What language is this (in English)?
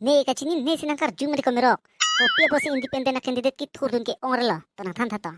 Karbi